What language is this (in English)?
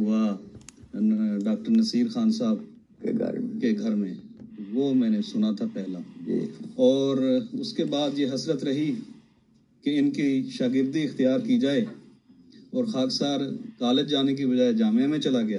Urdu